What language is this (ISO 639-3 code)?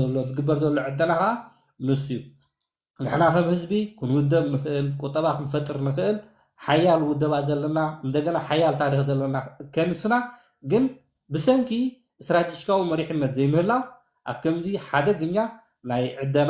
tir